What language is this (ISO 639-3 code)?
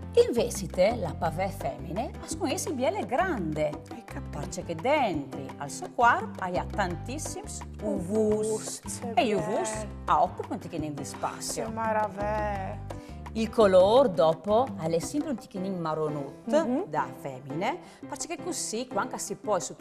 fur